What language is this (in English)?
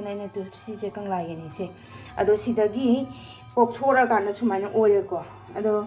Manipuri